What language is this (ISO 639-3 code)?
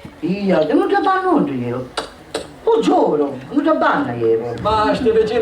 scn